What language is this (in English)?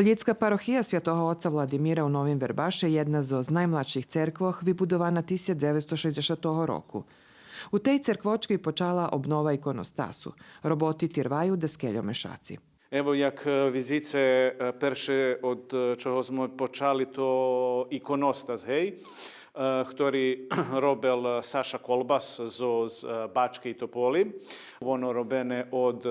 Rusyn